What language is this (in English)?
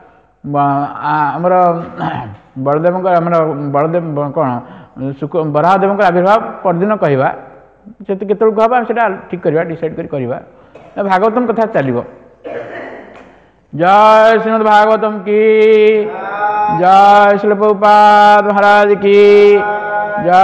Odia